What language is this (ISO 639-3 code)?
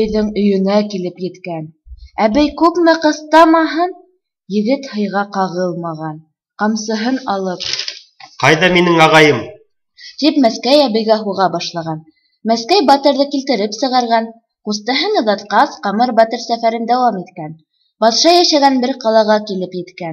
bak